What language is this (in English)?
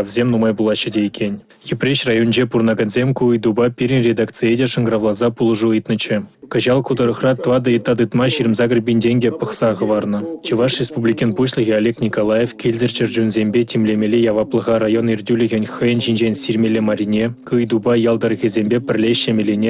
Chuvash